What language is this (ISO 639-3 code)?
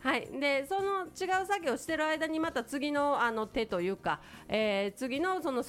jpn